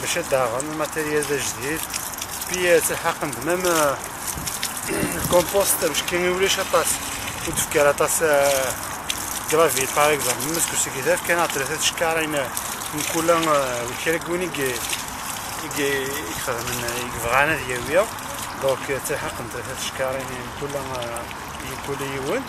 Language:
Kabyle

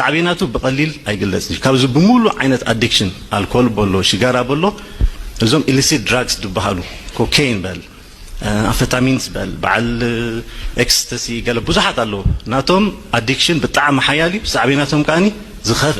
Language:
Tigrinya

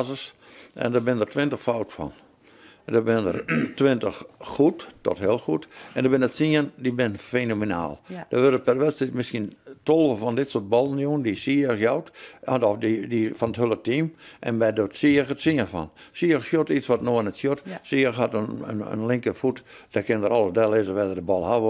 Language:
Western Frisian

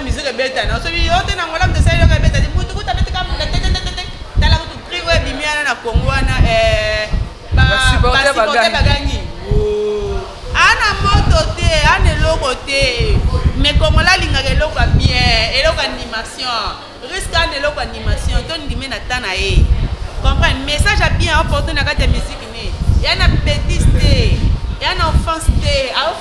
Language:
Lingala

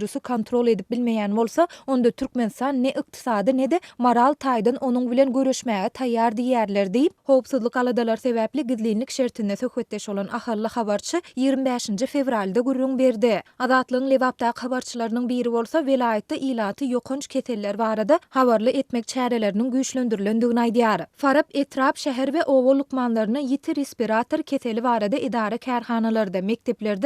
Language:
Turkmen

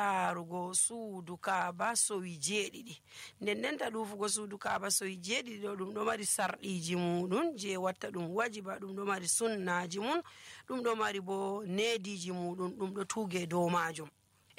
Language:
Nigerian Fulfulde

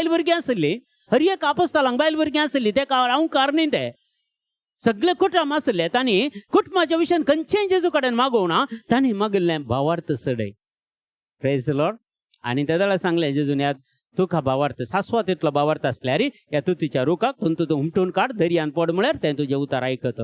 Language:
Konkani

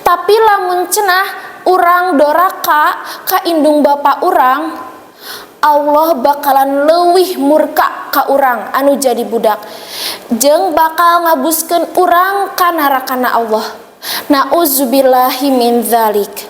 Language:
Sundanese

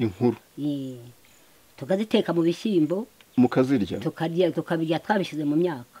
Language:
Kinyarwanda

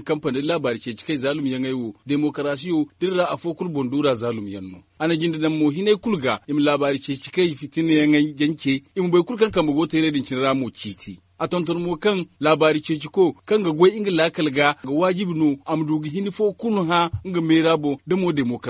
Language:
Zarma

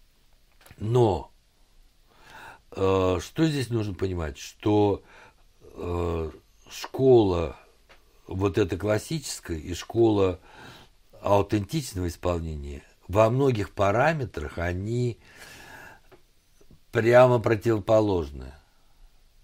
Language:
Russian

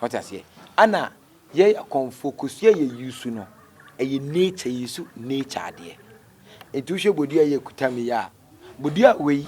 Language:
Akan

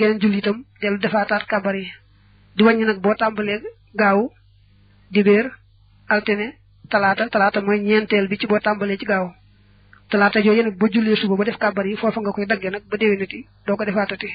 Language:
Wolof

